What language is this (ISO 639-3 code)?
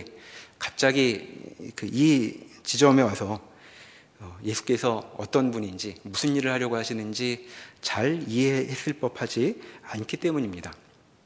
kor